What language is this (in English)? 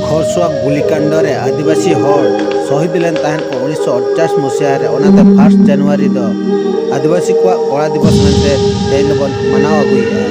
Santali